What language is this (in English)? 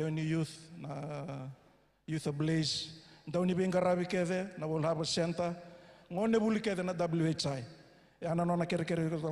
Fijian